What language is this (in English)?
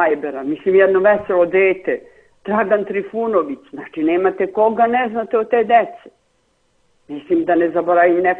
Serbian